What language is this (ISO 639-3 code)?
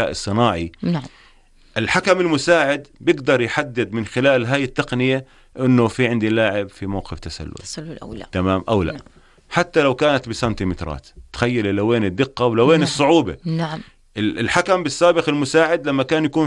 apc